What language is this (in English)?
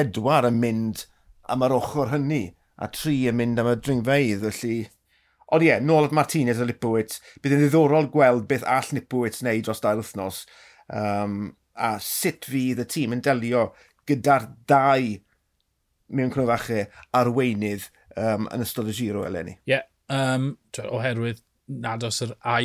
Welsh